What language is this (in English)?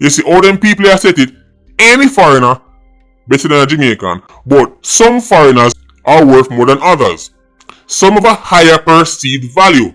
Jamaican Creole English